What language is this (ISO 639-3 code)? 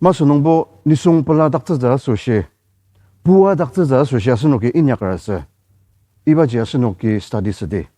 njo